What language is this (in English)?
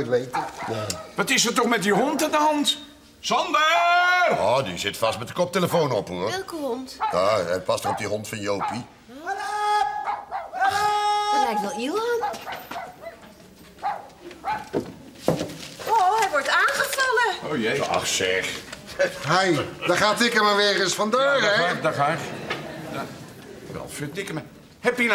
Dutch